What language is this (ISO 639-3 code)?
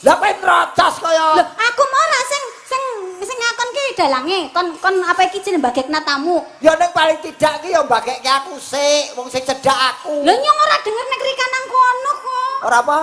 jav